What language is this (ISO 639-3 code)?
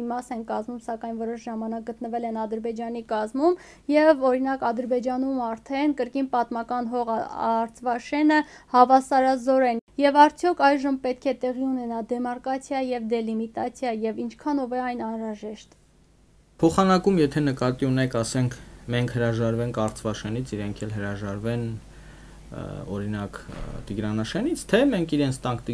hye